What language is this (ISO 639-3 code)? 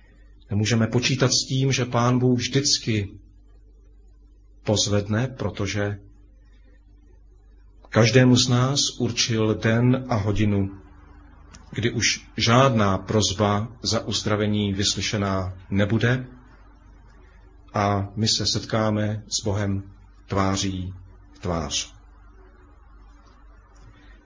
ces